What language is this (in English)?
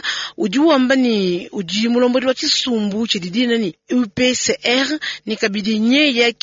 Luba-Lulua